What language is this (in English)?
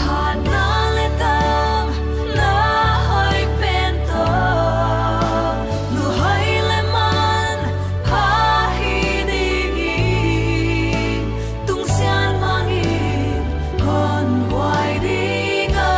Paite Chin